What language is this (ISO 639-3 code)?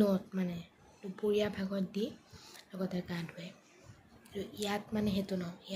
asm